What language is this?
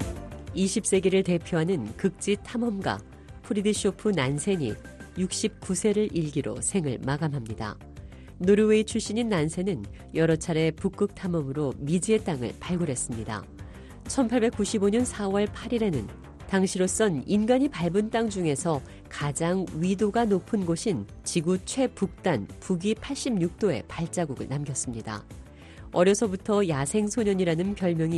Korean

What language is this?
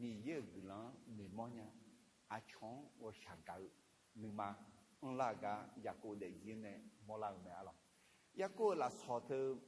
Akha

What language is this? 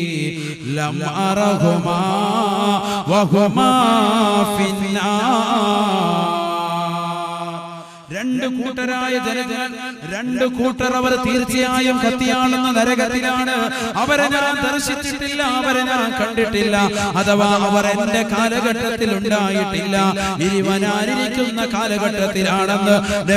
Malayalam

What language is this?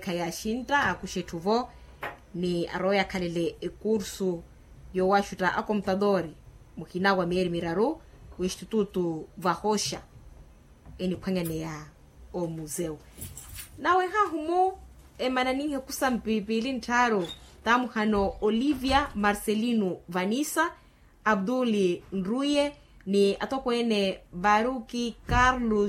Makhuwa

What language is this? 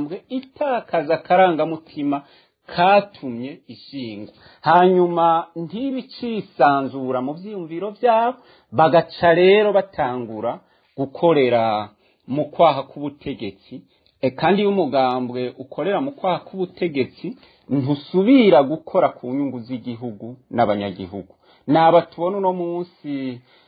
Rundi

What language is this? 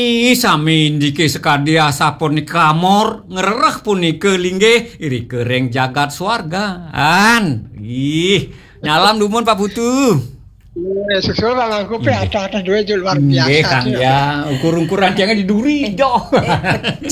Balinese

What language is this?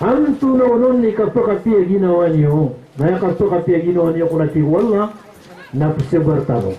Maranao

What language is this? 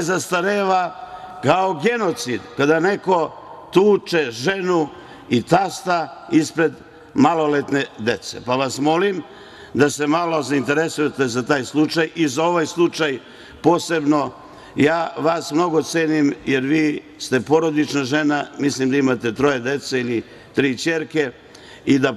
Serbian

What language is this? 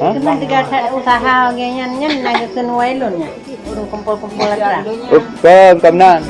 Achinese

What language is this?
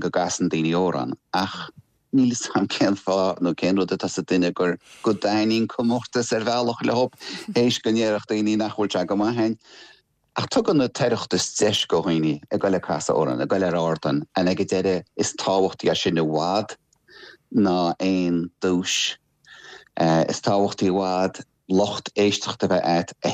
Irish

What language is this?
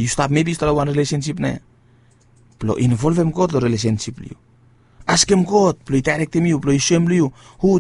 Bislama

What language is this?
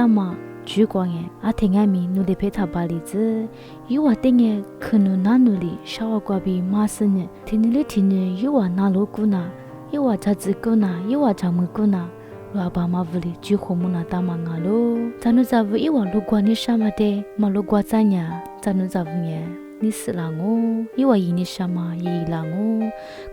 Lisu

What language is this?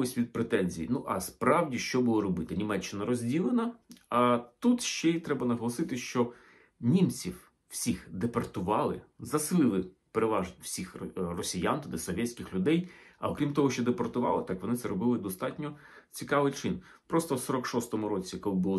Ukrainian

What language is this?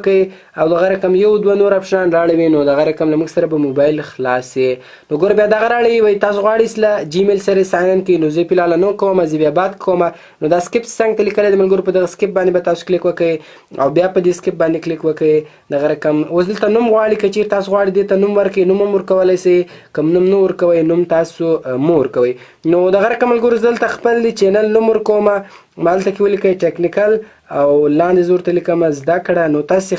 Pashto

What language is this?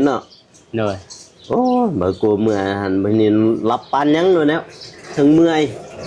Lao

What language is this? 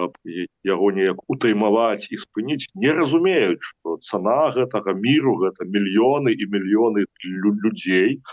Belarusian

